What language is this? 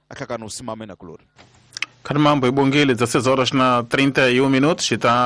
Tsonga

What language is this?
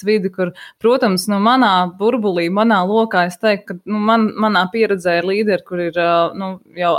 Latvian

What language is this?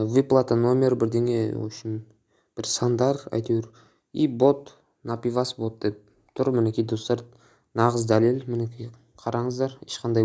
Kazakh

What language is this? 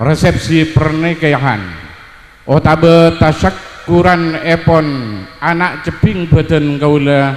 Madurese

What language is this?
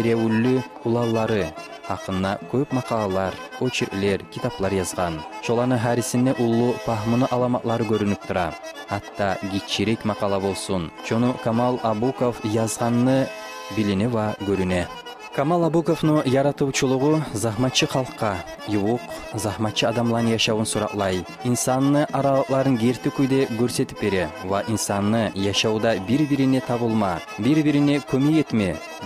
Kumyk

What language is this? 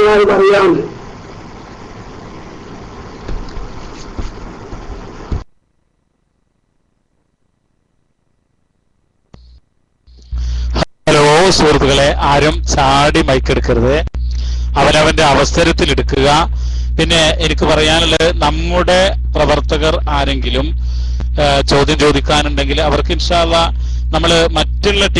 Malayalam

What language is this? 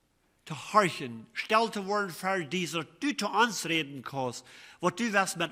Plautdietsch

